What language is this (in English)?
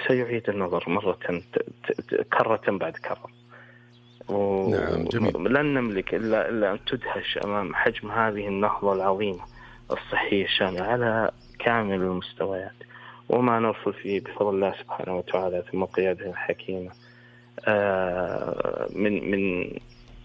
Arabic